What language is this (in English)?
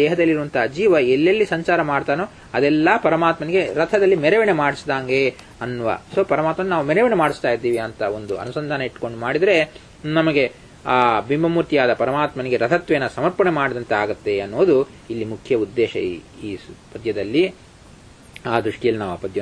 Kannada